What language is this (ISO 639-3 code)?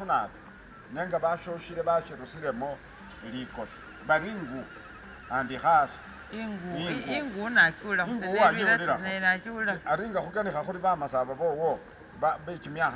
myx